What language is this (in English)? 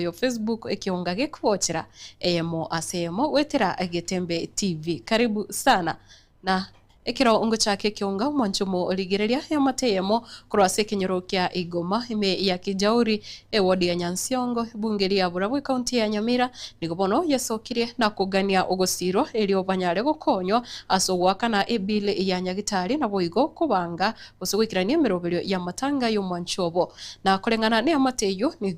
Gusii